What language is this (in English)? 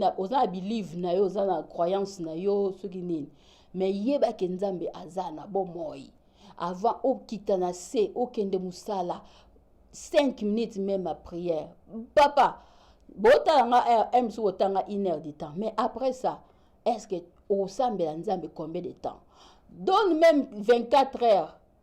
Lingala